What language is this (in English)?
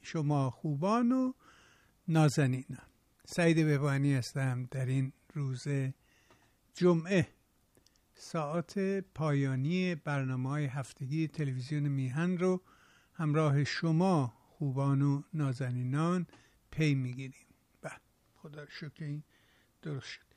Persian